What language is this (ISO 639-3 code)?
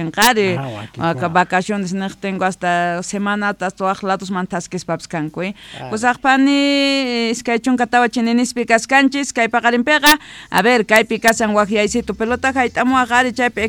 que